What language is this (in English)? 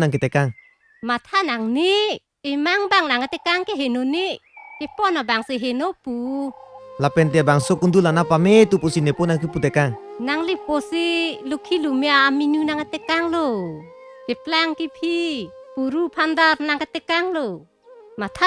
Karbi